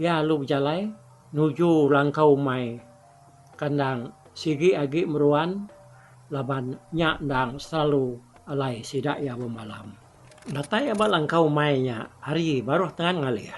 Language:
Iban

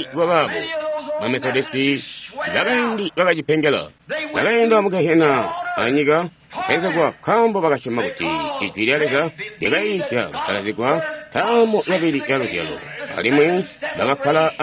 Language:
Tonga (Zambia)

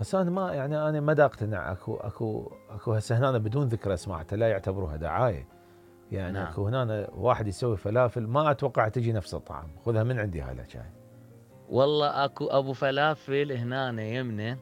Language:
Mesopotamian Arabic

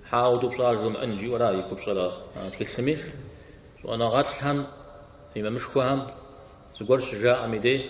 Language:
Kabardian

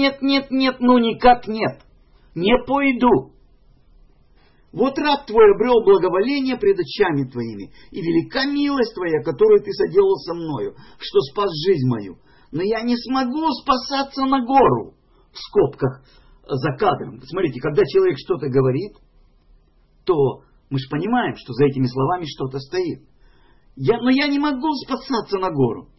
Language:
Russian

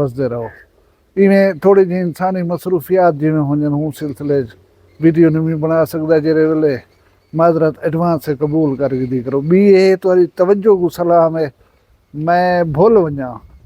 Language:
Saraiki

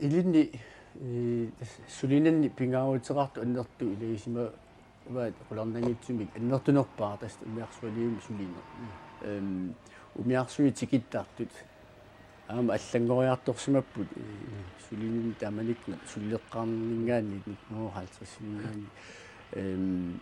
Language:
Kalaallisut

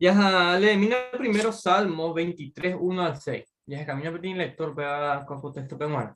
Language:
Guarani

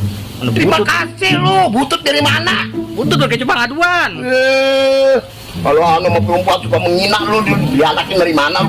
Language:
Betawi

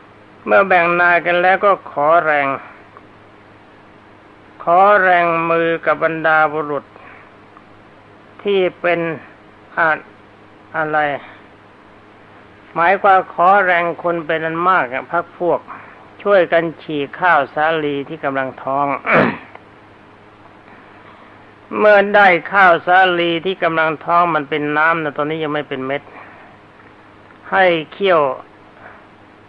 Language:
Thai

